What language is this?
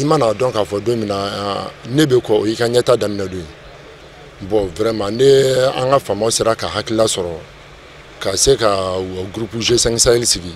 Bambara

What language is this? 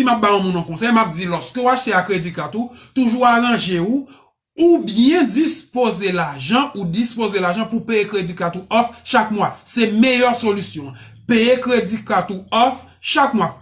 Haitian Creole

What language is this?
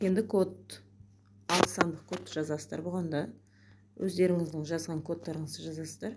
Kazakh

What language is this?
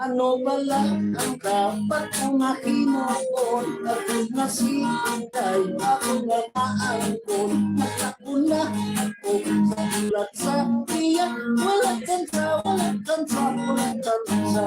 Hiligaynon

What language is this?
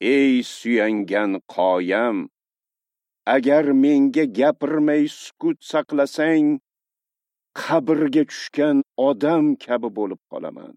Uzbek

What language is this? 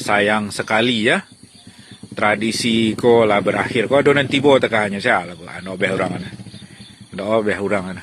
Minangkabau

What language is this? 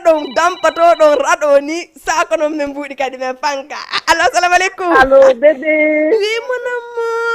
Fula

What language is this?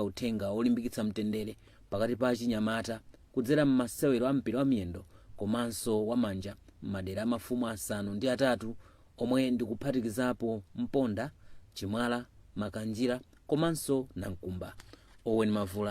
Nyanja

